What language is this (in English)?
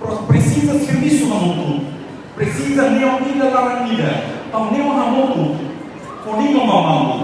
Tetum